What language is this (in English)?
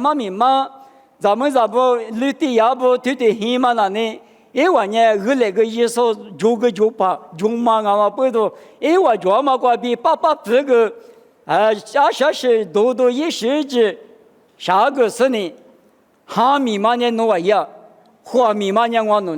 Lisu